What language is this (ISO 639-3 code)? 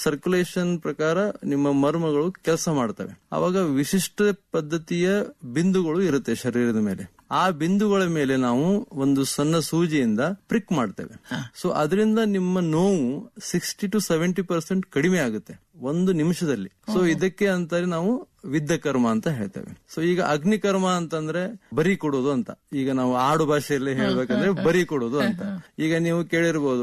kan